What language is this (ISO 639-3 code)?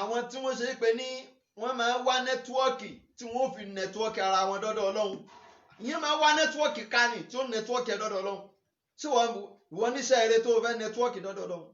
yor